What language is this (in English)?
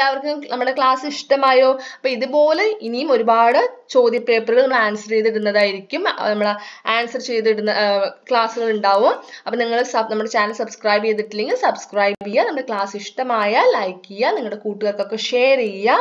Malayalam